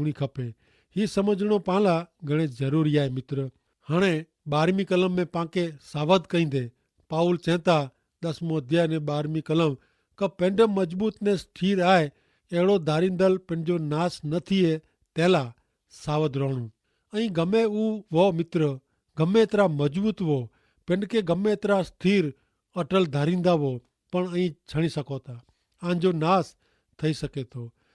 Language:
Kachhi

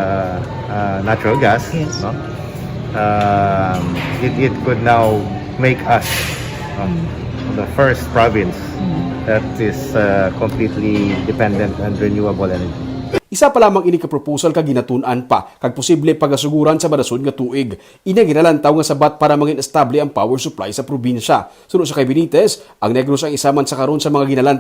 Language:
Hiligaynon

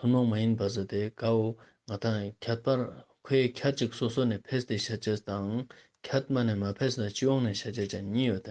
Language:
Ladakhi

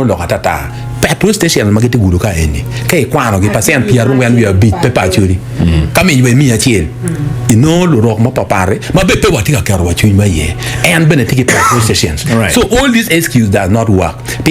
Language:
Acoli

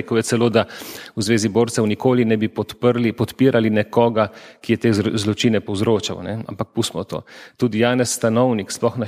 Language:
Slovenian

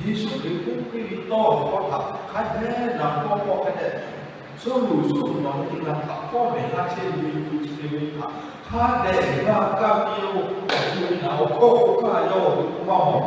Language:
Lahu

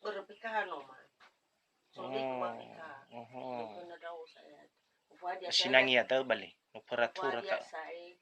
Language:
Nias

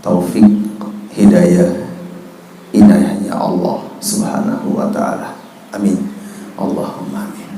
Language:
Sasak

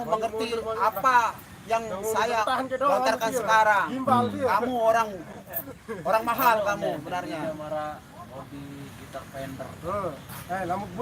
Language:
Sasak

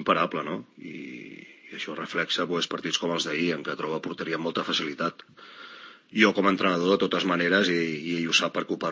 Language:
Catalan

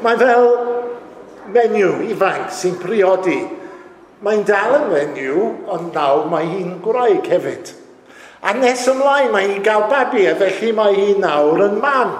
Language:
Welsh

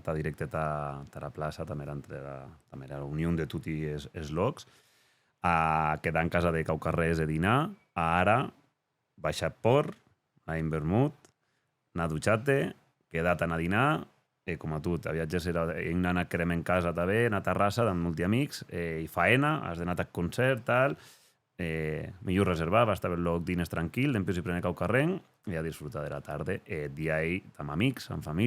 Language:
Occitan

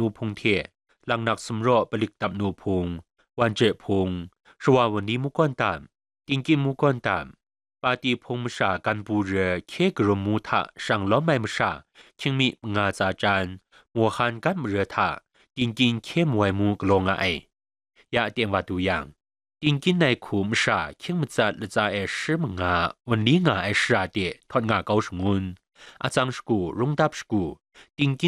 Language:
Kachin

